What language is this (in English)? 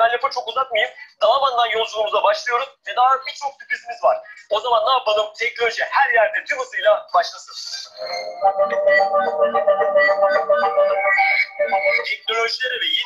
Turkish